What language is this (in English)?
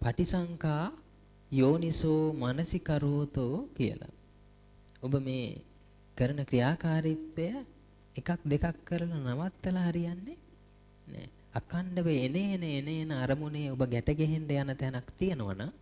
Sinhala